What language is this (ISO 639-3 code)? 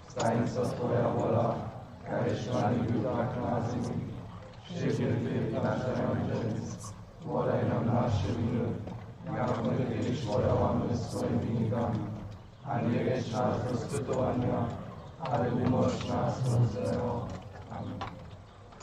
hsb